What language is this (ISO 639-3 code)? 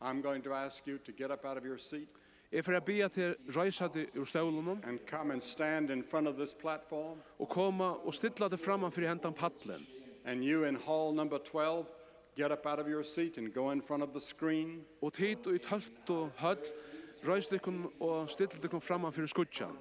fao